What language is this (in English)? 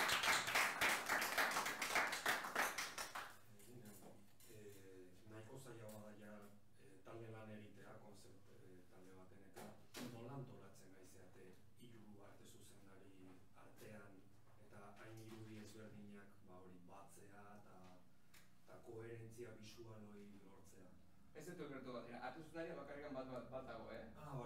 Basque